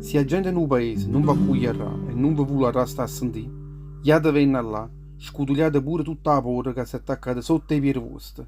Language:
Neapolitan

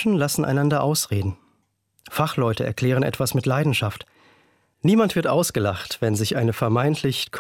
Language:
German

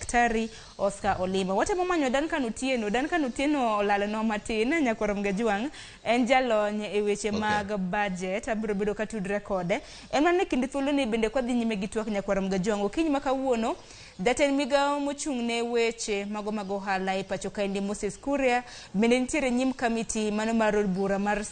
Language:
Luo (Kenya and Tanzania)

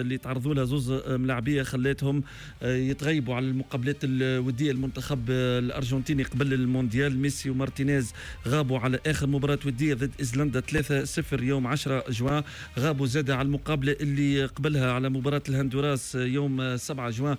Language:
Tunisian Arabic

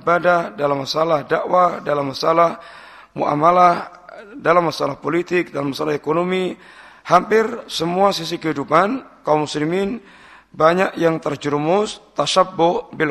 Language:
Indonesian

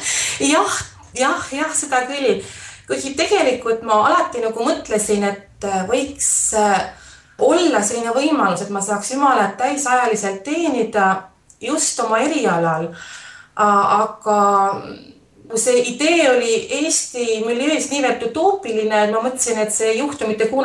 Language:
Estonian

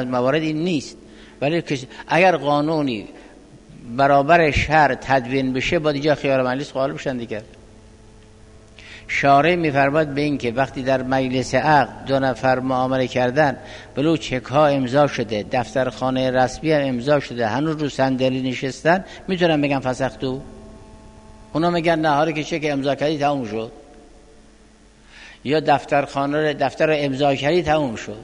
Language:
Persian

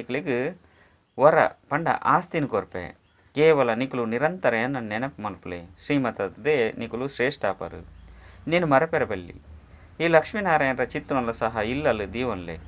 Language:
Tulu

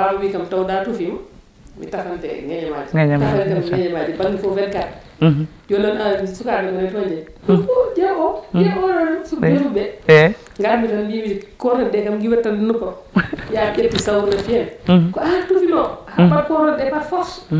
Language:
Fula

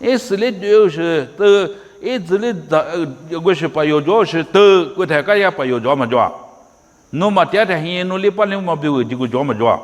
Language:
Lisu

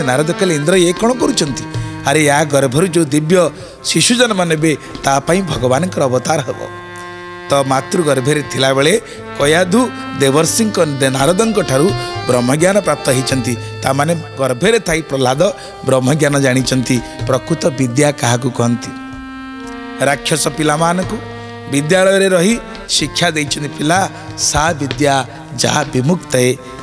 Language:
Odia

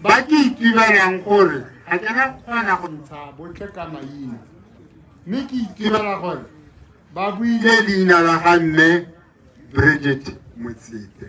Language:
Tswana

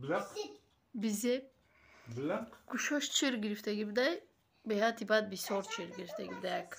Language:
Tajik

